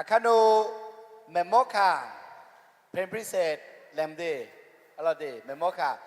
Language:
Akha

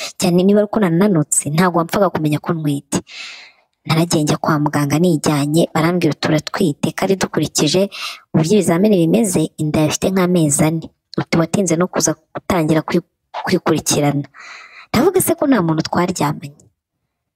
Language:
Kinyarwanda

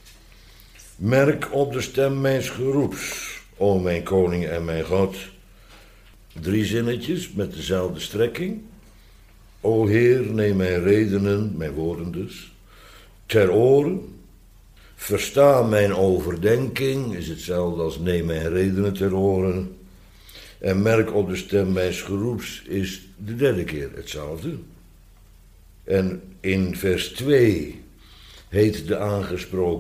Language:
Dutch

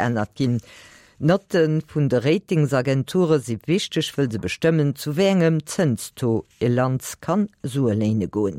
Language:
Luxembourgish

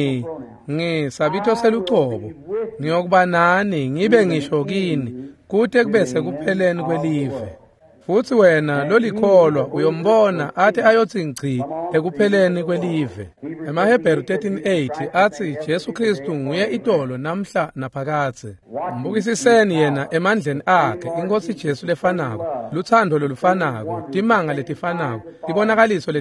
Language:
Swati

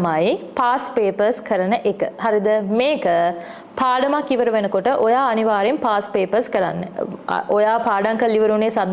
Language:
Sinhala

